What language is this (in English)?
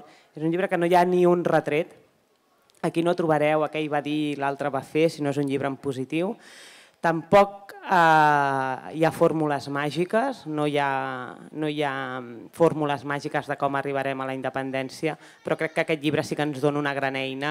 Catalan